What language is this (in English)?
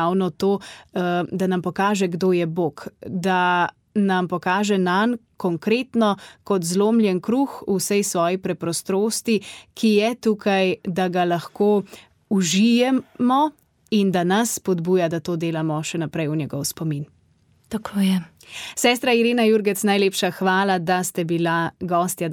Slovenian